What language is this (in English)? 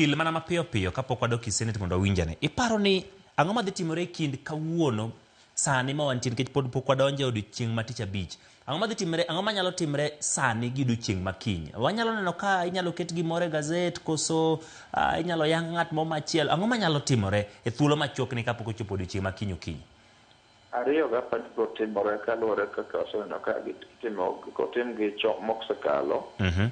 Luo (Kenya and Tanzania)